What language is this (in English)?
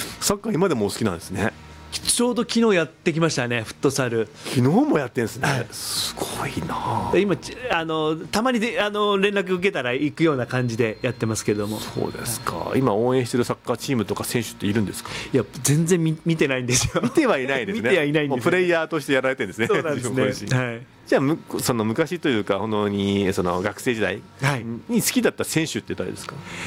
Japanese